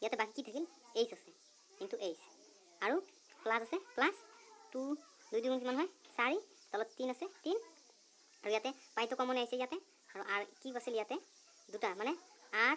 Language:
Assamese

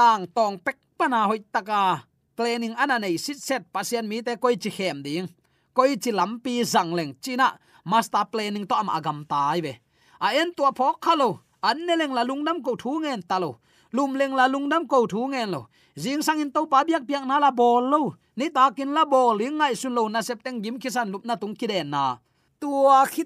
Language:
Tedim Chin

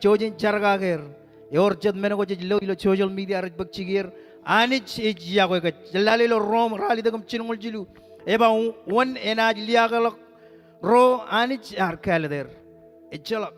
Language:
Marshallese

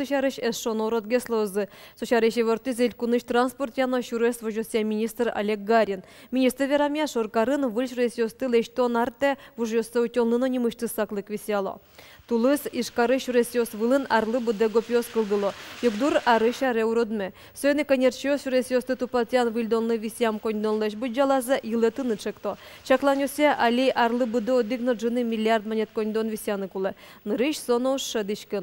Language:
Udmurt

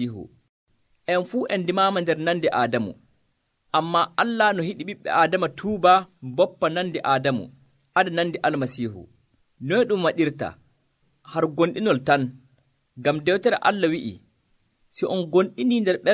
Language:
Nigerian Fulfulde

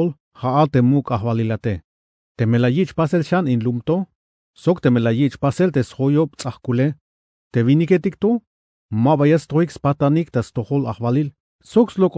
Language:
Tzeltal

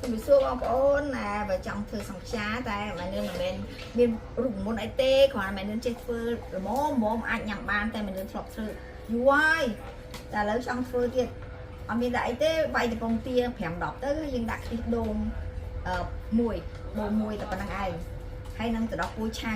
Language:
Khmer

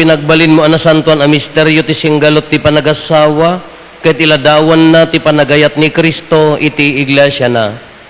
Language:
Iloko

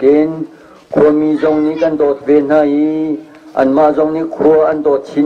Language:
Hakha Chin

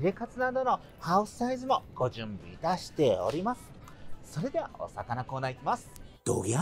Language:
Japanese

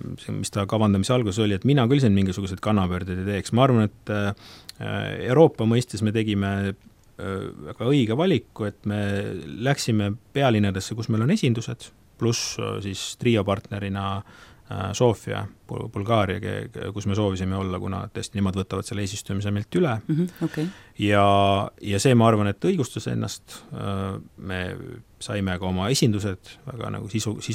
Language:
Estonian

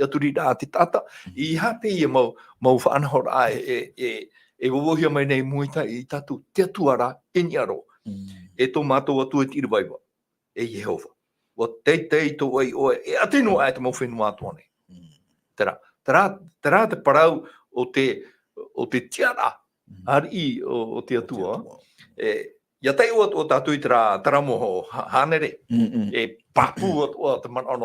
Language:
Tahitian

